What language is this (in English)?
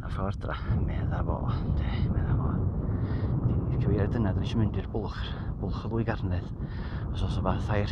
Welsh